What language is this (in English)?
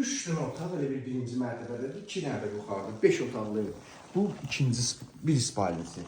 Azerbaijani